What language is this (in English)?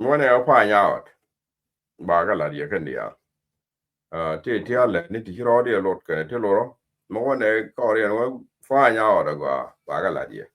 Nuer